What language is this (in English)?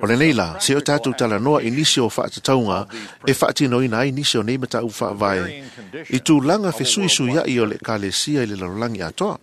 Samoan